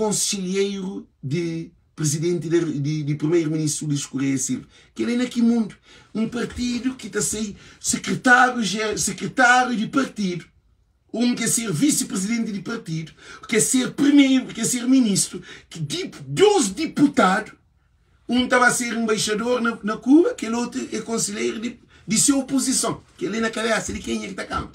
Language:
Kabuverdianu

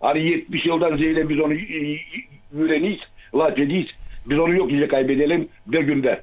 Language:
Gagauz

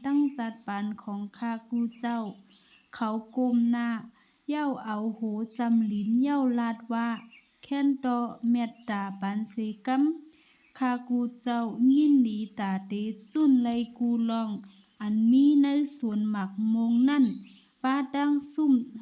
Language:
Shan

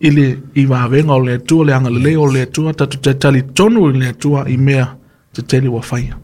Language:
Samoan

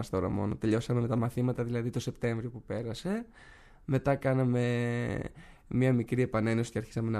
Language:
Greek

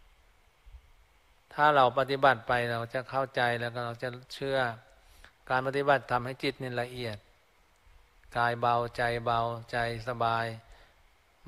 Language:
Thai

